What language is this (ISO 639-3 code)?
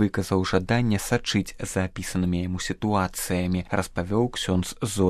bel